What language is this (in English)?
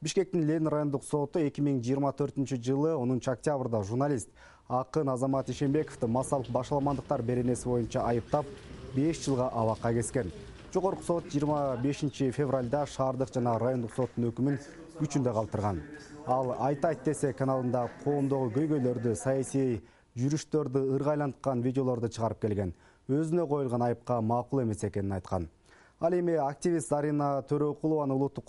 Kyrgyz